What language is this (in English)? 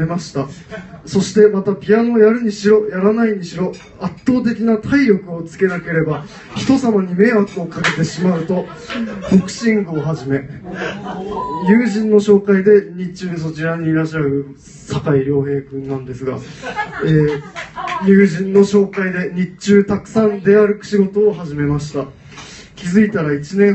Japanese